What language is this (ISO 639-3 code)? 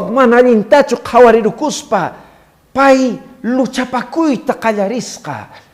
que